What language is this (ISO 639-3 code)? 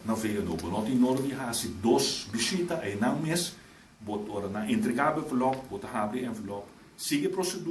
pap